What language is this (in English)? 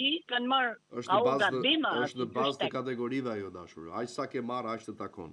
Albanian